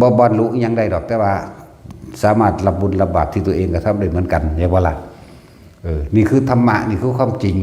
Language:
Lao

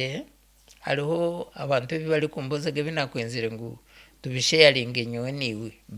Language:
Nyankole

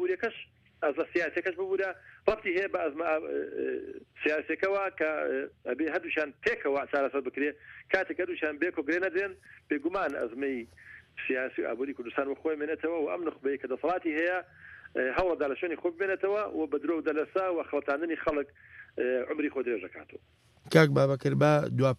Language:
Central Kurdish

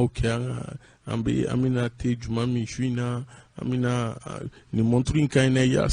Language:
Bambara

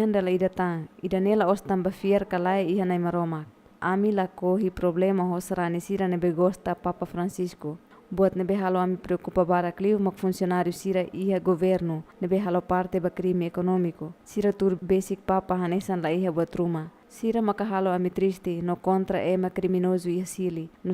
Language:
Tetum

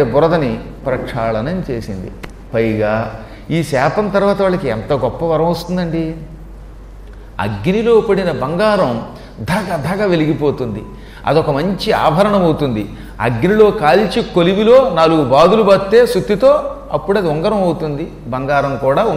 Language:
Telugu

